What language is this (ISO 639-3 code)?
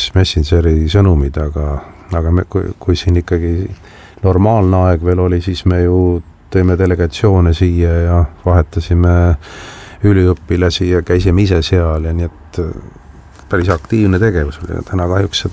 est